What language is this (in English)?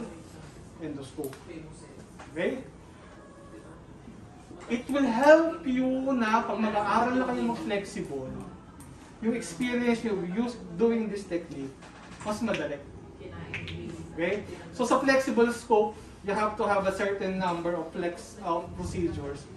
Filipino